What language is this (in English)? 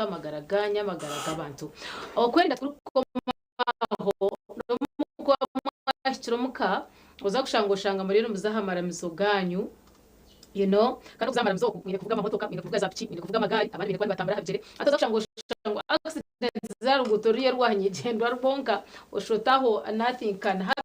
Nyankole